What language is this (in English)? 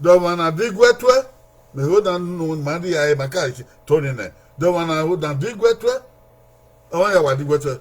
Bini